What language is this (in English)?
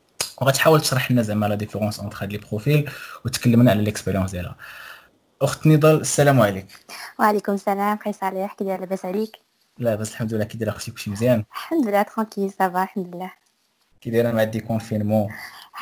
Moroccan Arabic